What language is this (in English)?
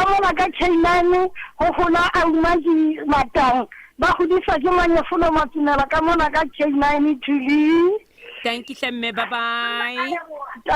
Southern Sotho